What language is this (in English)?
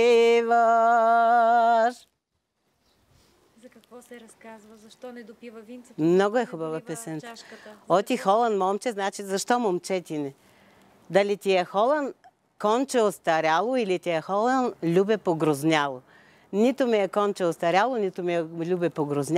Bulgarian